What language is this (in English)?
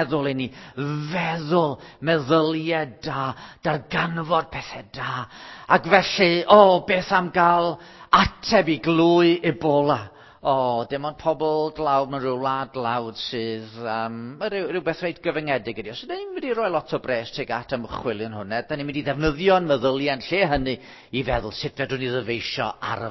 Welsh